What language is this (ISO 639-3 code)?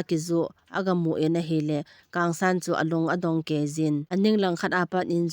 tcz